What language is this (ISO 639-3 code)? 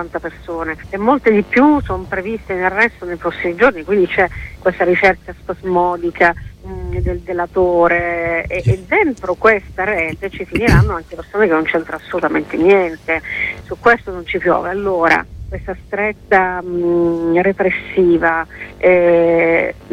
ita